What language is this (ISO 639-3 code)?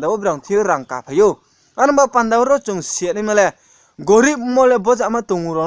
ria